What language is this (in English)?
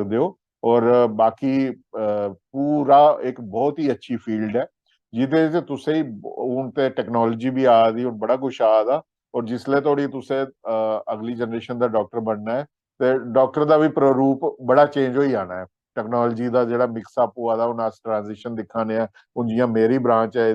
Dogri